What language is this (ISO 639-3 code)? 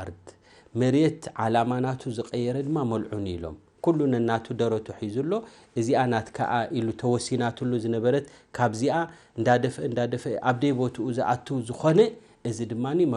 tir